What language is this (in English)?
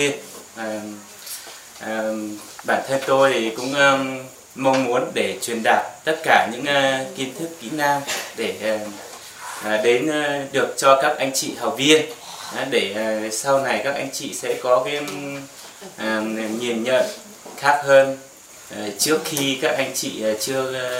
Vietnamese